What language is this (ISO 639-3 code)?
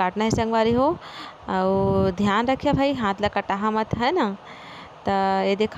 hne